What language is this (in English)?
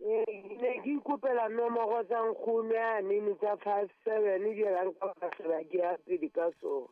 Southern Sotho